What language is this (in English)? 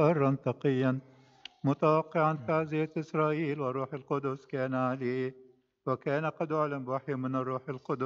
Arabic